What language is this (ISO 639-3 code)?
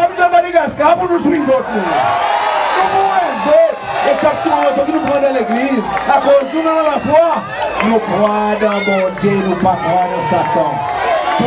crs